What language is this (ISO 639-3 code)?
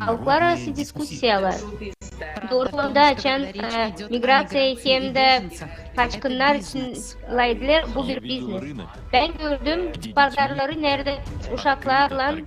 gag